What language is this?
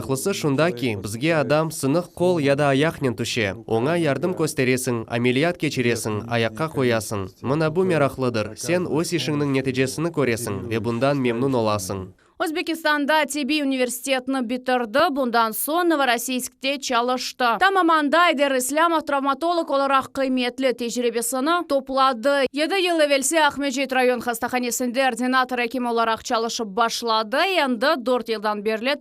Crimean Tatar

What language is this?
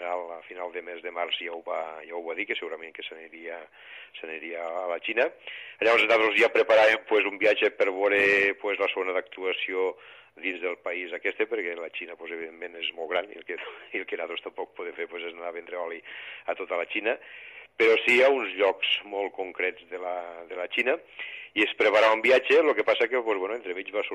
Catalan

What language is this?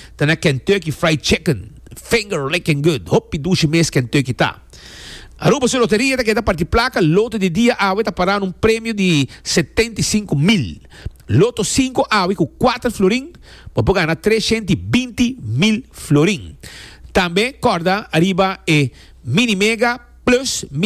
Papiamento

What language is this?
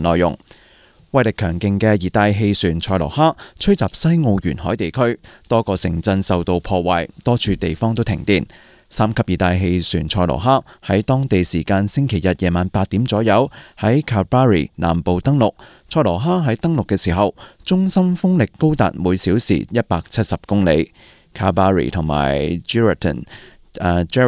Cantonese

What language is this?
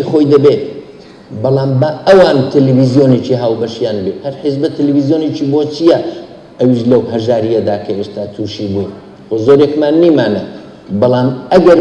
Central Kurdish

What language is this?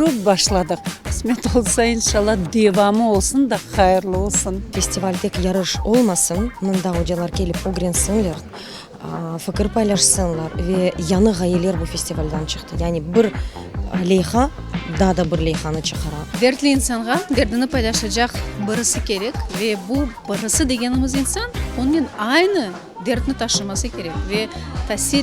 Crimean Tatar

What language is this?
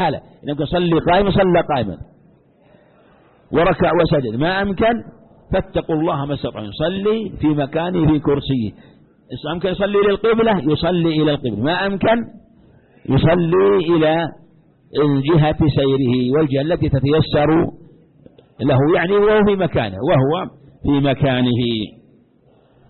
Arabic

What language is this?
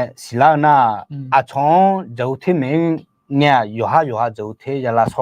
Akha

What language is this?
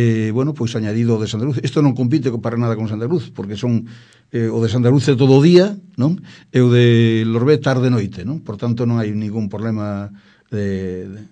Galician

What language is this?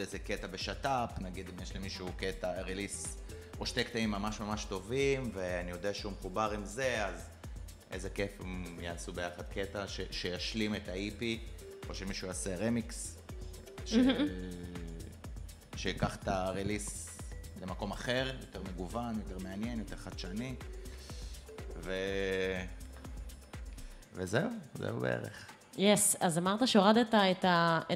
Hebrew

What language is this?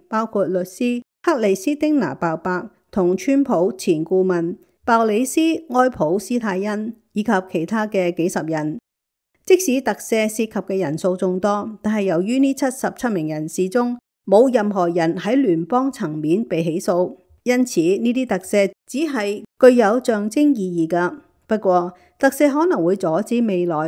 Cantonese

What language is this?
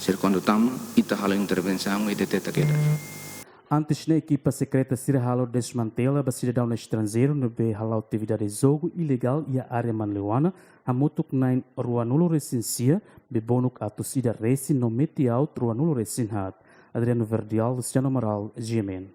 Tetum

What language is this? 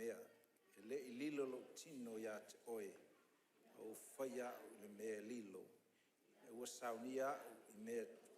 Samoan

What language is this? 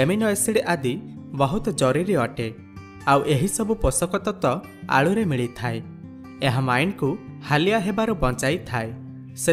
Odia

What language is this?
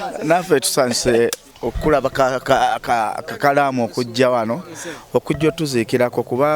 Ganda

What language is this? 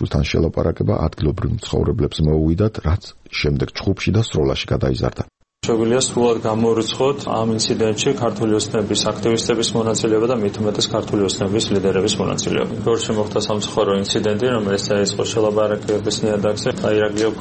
Georgian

